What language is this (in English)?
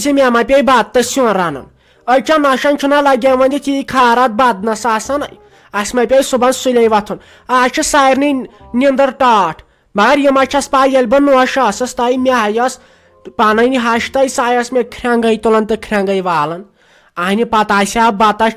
Kashmiri